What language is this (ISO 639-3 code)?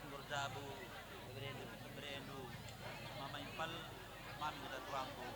btx